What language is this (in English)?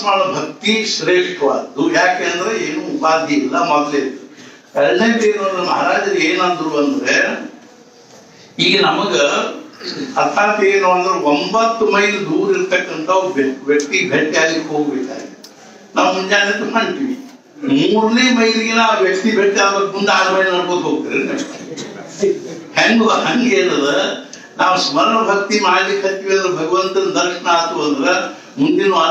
Kannada